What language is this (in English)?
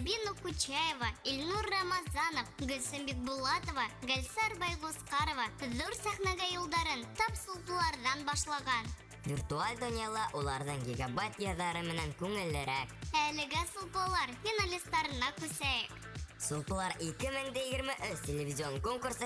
Bashkir